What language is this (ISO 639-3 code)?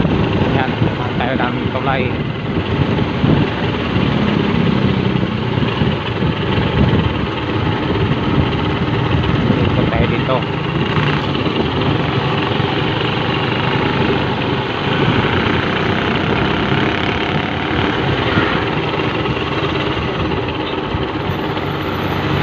fil